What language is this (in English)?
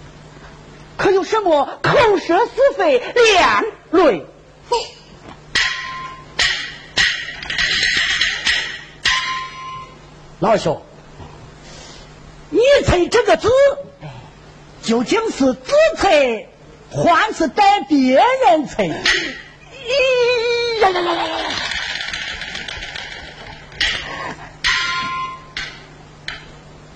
Chinese